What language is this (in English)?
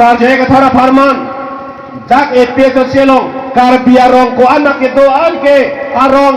Karbi